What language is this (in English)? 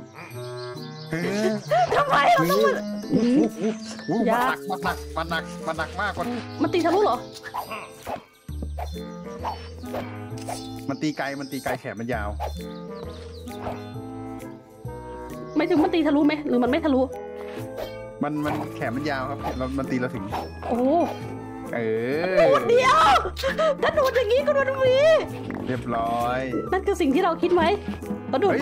Thai